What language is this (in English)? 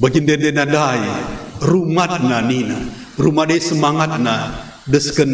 Batak Karo